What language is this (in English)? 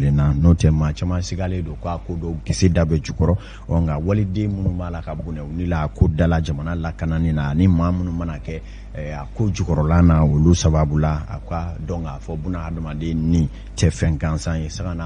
Bambara